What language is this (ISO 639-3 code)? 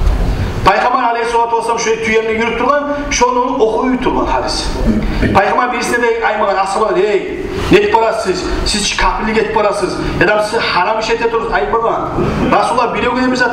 kum